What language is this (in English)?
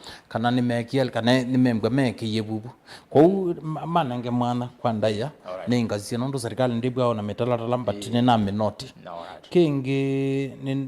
Kamba